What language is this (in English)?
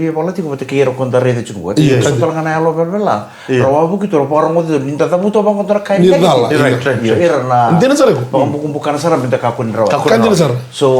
Fijian